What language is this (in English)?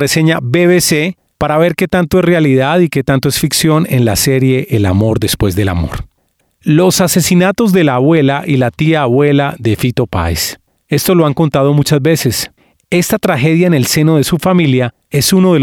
Spanish